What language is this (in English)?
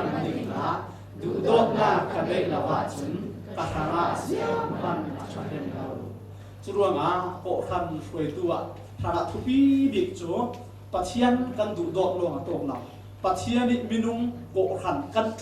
Falam Chin